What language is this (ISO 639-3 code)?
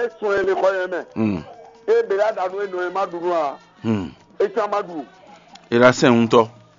fon